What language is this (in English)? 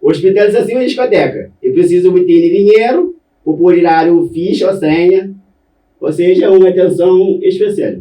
Kabuverdianu